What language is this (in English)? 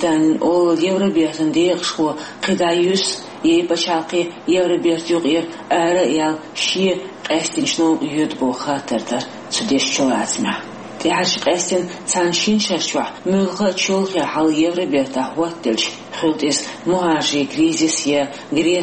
Chechen